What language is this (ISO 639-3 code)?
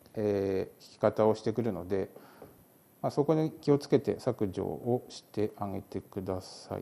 jpn